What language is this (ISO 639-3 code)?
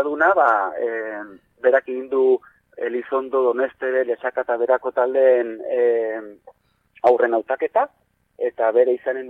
eus